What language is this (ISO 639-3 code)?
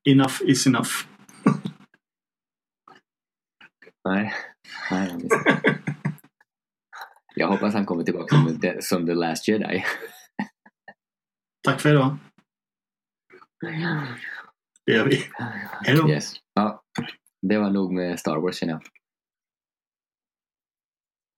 swe